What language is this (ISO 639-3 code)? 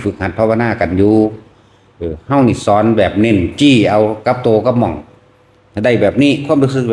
tts